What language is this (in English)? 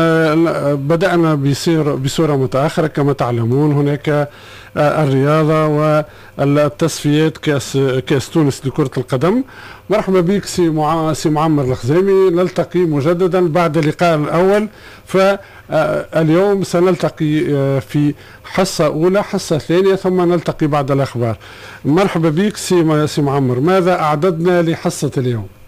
Tunisian Arabic